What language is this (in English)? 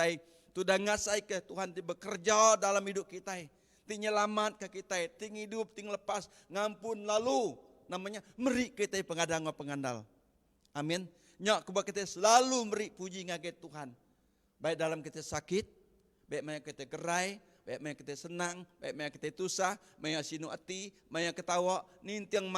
Iban